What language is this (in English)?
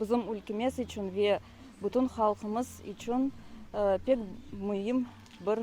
Crimean Tatar